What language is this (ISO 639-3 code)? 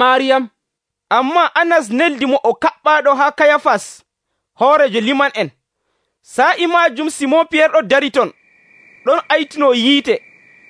fuv